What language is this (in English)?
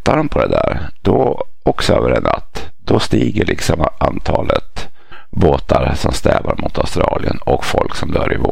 Swedish